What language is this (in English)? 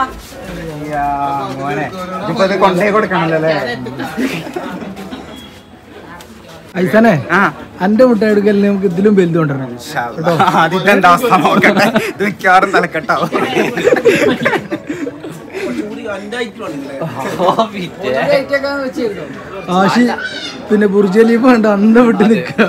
Malayalam